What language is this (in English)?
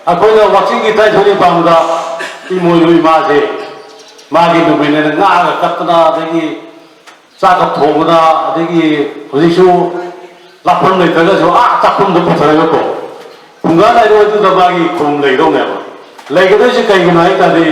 Manipuri